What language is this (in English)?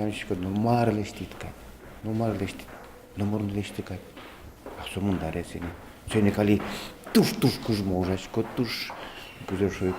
Udmurt